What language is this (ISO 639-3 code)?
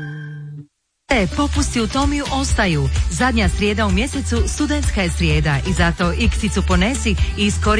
hrv